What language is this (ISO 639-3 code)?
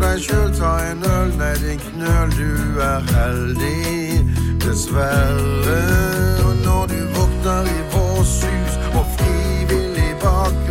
nor